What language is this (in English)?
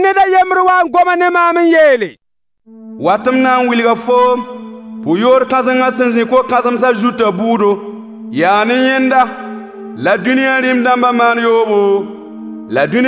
Mossi